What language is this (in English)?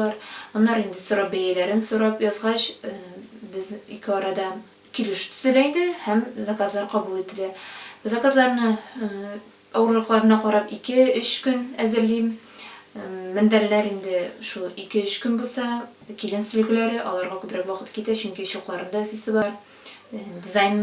Tatar